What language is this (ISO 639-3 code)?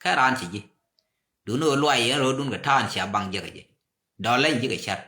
nus